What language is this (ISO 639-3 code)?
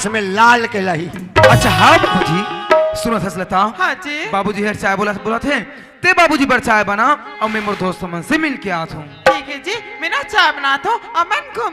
hne